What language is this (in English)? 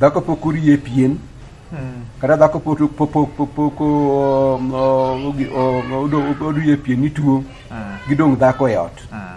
Luo (Kenya and Tanzania)